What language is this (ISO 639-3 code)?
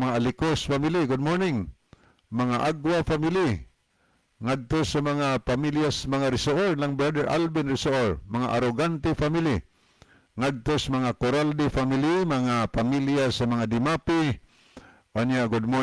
ceb